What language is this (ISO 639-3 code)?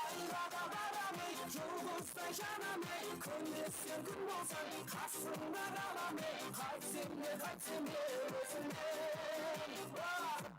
kaa